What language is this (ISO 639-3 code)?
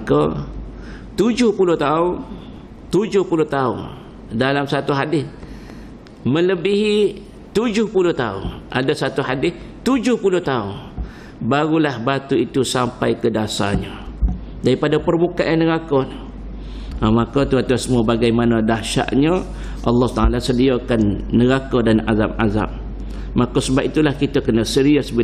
msa